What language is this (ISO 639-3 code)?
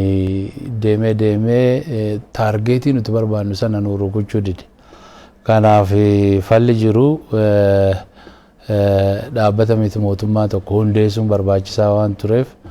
orm